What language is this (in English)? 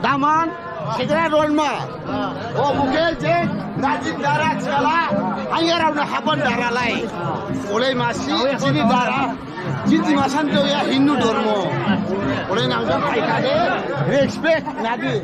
Dimasa